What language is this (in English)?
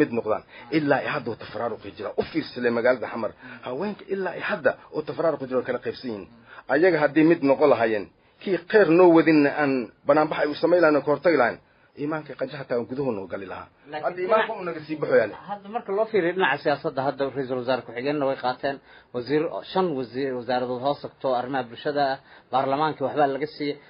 Somali